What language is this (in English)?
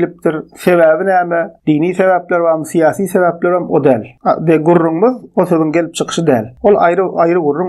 Turkmen